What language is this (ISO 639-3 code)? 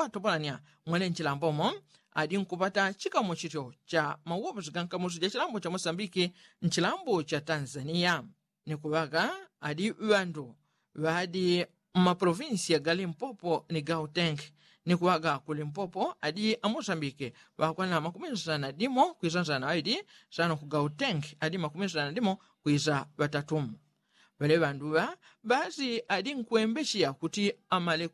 yao